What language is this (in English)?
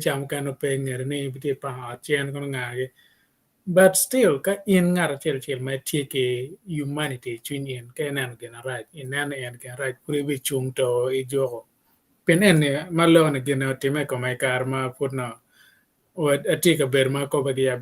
Acoli